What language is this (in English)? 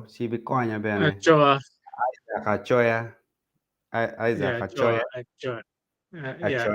Acoli